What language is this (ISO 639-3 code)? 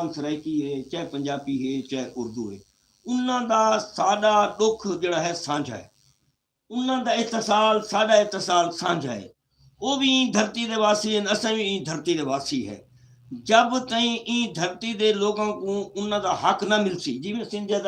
skr